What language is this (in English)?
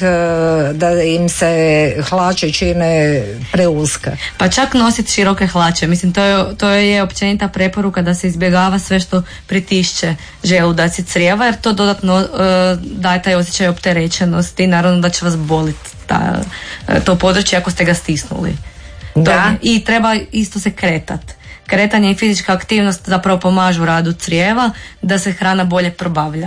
Croatian